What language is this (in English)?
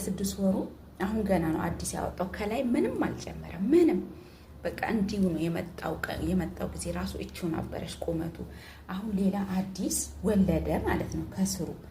Amharic